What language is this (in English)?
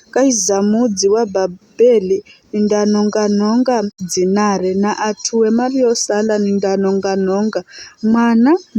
Giryama